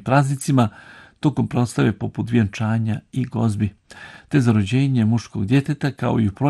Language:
Bosnian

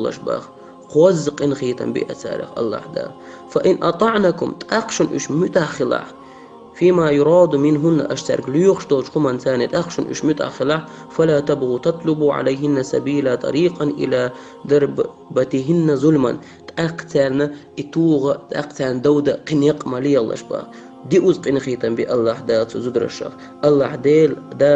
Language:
Chechen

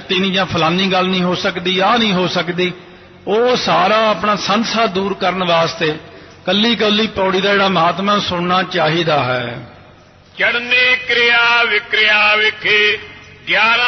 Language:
Punjabi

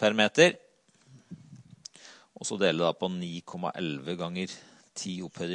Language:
Norwegian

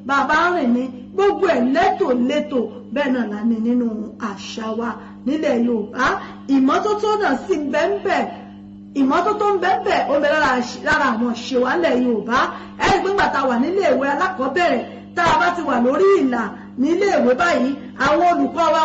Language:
Yoruba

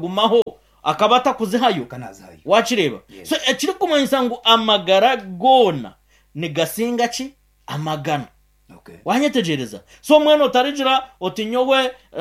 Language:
Nyankole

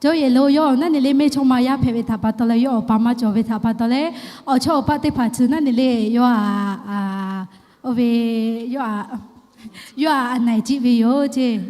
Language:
Lahu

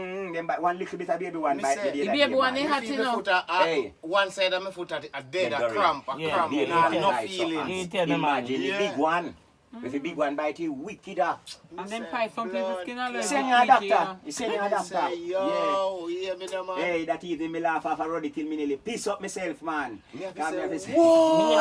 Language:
Jamaican Creole English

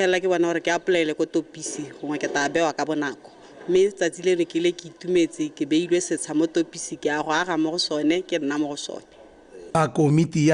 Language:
Tswana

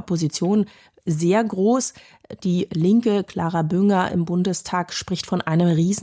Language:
German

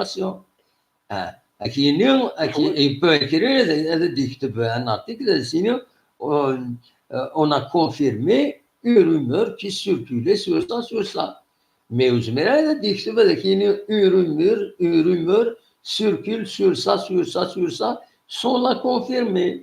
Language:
Kabyle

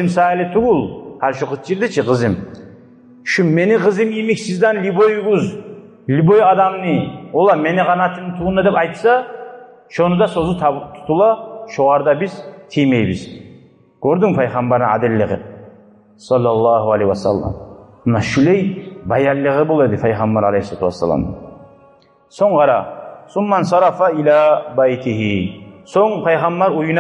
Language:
Kumyk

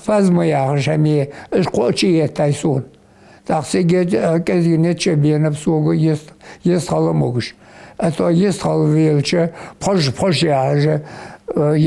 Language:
Ingush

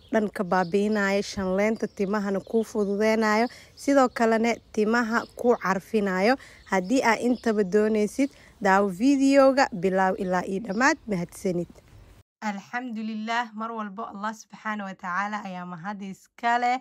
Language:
Somali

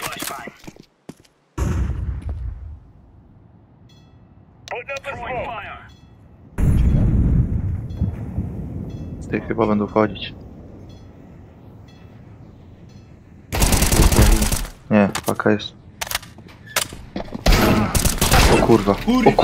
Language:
Polish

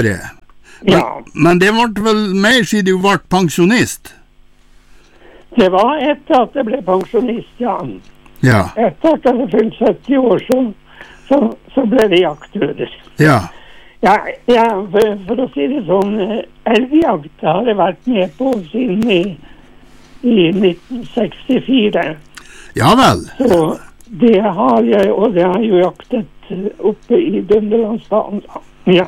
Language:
Norwegian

